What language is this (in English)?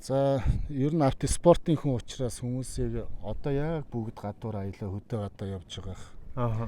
Mongolian